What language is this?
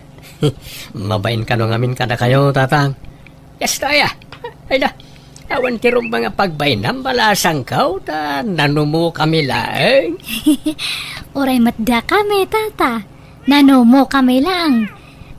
Iloko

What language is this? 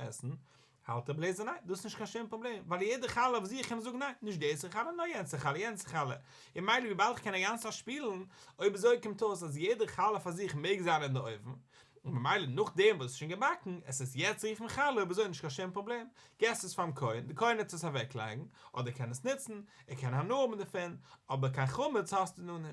Yiddish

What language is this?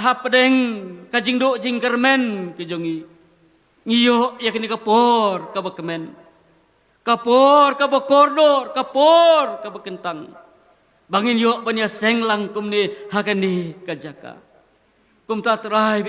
Khasi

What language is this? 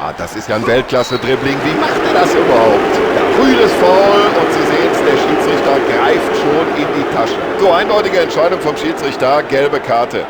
Bavarian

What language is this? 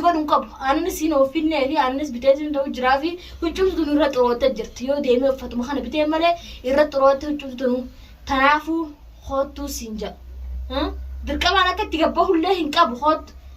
Oromo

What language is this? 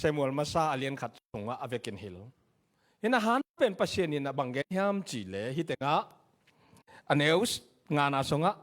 Tedim Chin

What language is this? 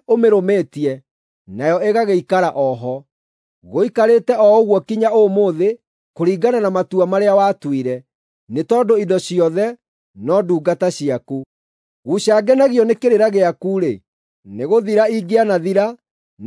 Kikuyu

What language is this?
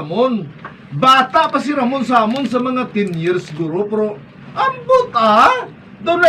Hiligaynon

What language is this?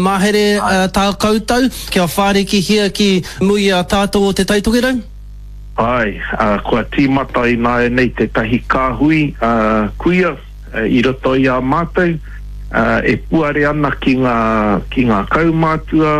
Māori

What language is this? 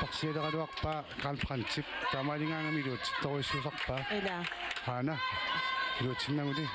Kalaallisut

